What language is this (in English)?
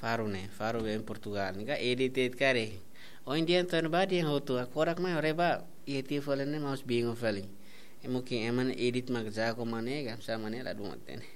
Tetum